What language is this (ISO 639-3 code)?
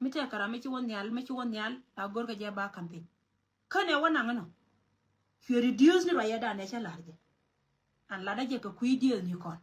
nus